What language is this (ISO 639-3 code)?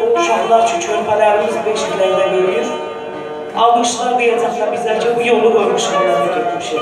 azb